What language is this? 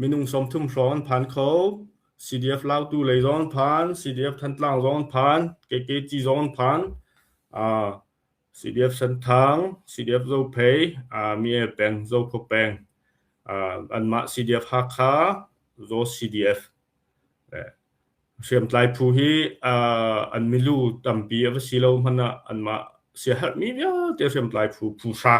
Hakha Chin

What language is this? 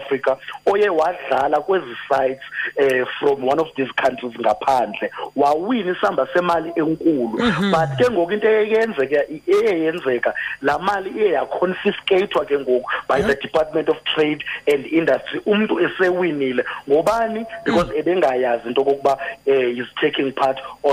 Xhosa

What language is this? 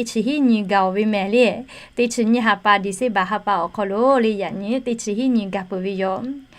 Lahu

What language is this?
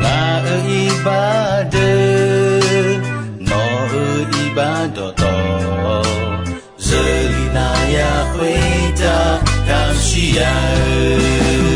Akha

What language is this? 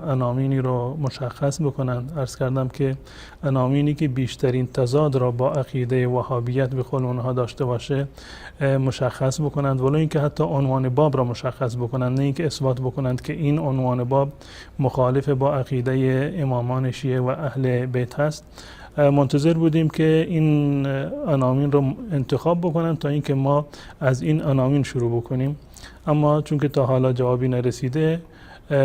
Persian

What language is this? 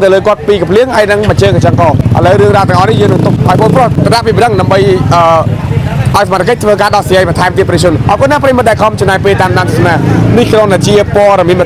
Khmer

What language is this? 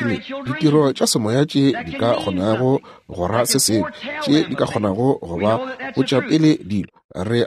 Northern Sotho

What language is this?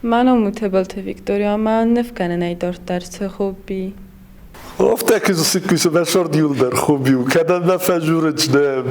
Ossetic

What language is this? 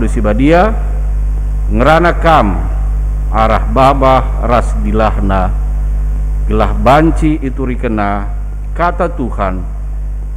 Batak Karo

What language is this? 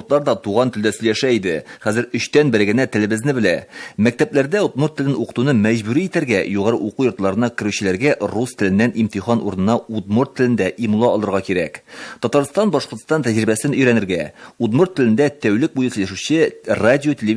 Bashkir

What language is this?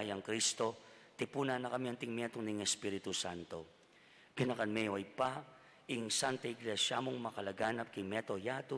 Pampanga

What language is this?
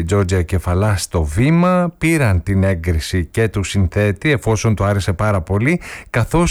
Greek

